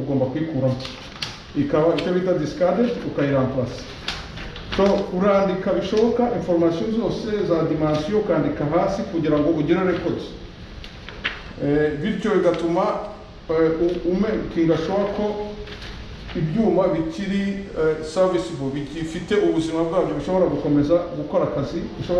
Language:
Kinyarwanda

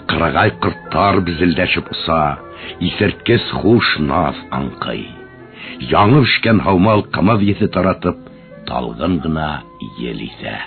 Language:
Bashkir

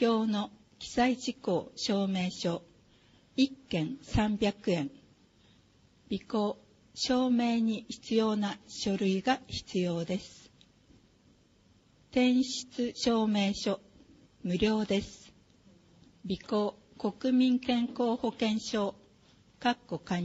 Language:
Japanese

